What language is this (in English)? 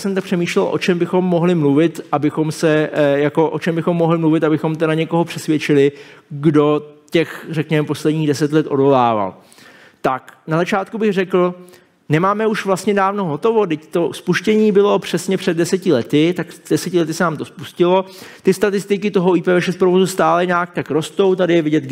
Czech